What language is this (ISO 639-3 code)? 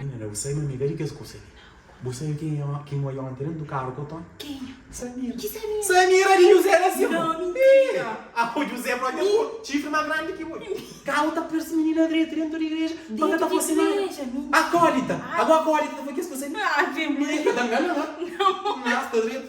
kea